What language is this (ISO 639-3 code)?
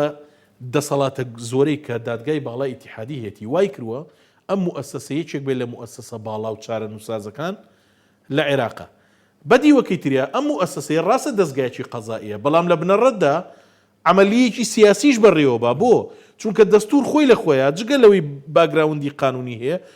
ckb